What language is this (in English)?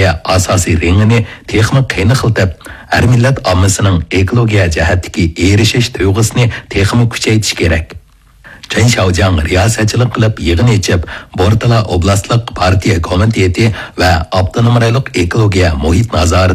Uyghur